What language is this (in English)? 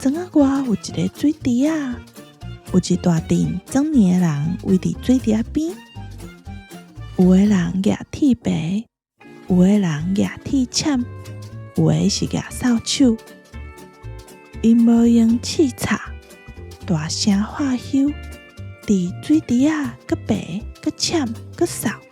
Min Nan Chinese